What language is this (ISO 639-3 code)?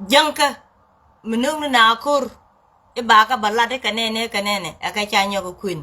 nus